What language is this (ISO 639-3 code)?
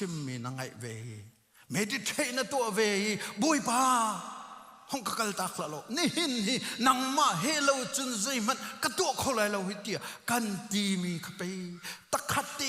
cnh